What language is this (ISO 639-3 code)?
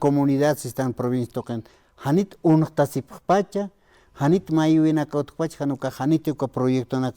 aym